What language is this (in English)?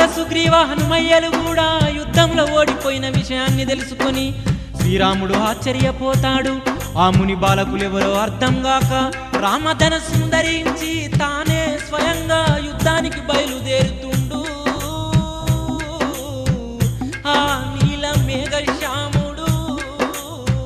Telugu